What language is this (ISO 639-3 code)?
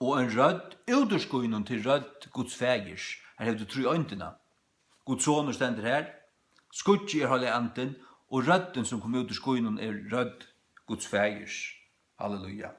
fao